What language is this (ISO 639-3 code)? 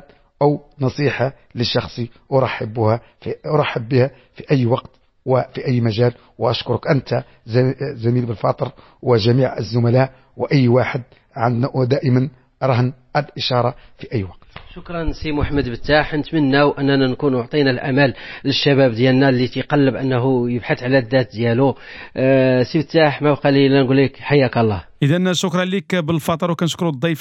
ary